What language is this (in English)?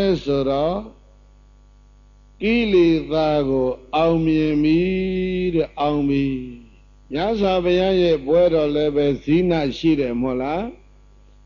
Burmese